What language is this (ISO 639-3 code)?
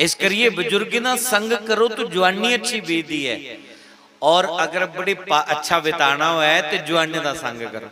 doi